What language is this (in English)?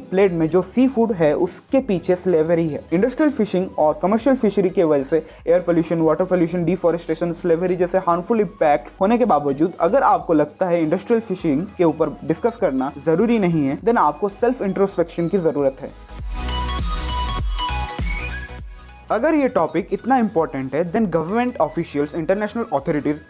Hindi